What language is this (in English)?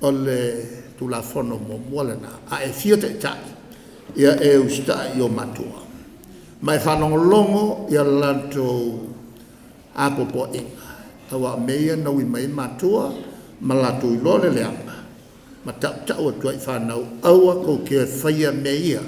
Samoan